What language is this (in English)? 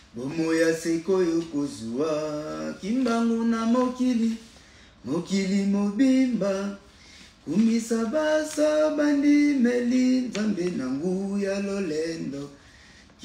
Lingala